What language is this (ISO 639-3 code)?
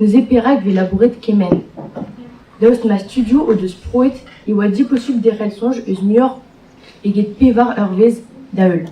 bre